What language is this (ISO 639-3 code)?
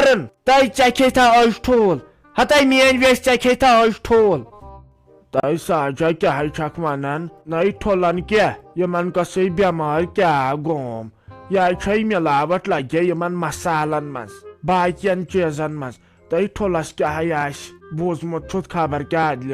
kas